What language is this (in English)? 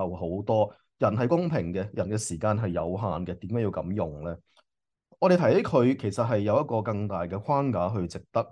Cantonese